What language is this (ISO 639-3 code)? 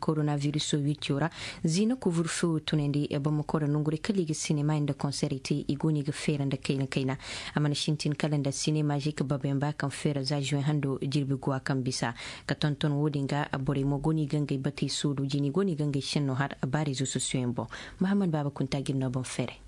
ses